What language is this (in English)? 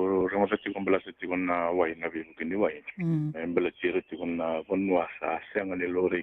Fijian